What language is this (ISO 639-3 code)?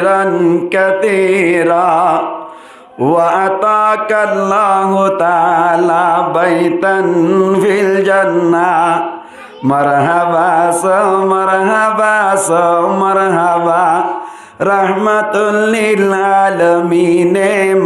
rhg